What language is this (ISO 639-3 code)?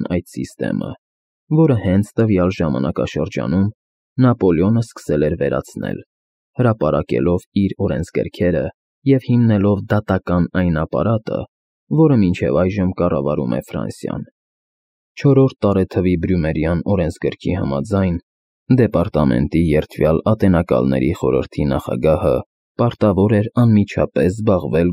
hye